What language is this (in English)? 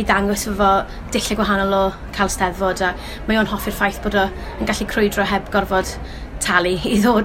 Welsh